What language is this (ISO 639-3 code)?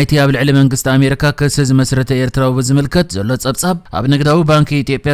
tir